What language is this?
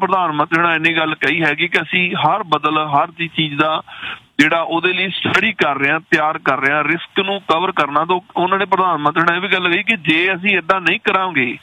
Punjabi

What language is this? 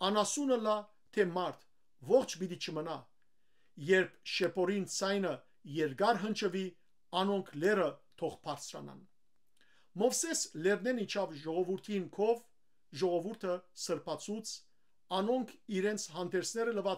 Western Armenian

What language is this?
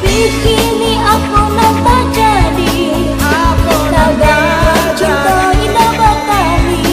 Minangkabau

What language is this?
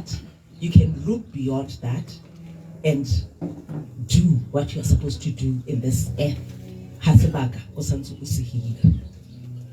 Tswana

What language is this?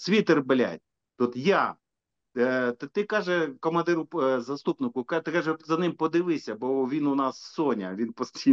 Ukrainian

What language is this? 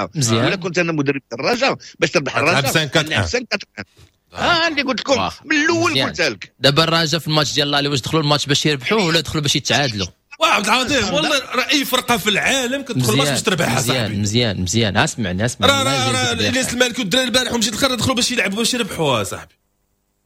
Moroccan Arabic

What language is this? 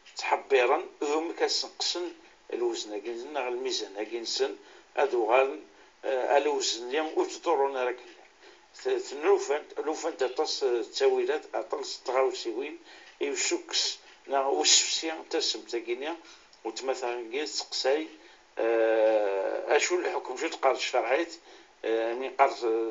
Kabyle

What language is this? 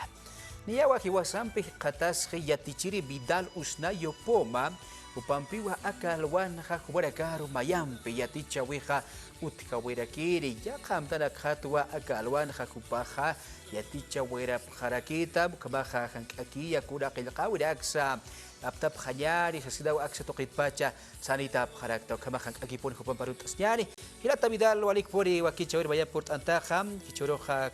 Aymara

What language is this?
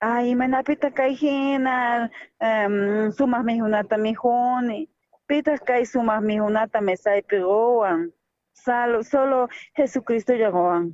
South Bolivian Quechua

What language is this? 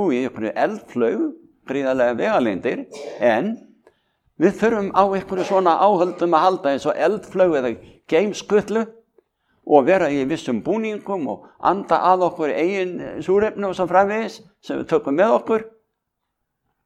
Icelandic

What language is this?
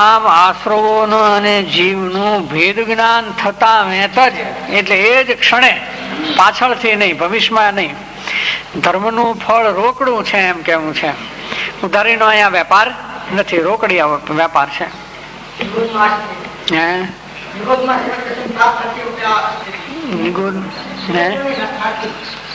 Gujarati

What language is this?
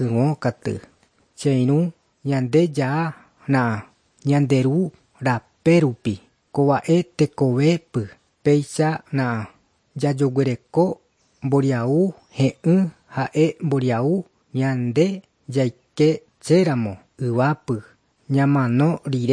Guarani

